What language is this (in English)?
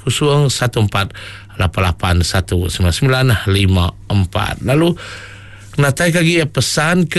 Iban